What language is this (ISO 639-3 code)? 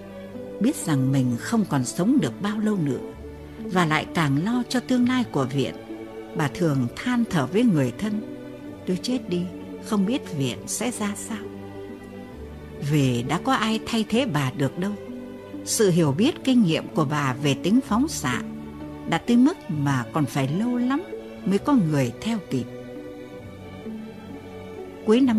vie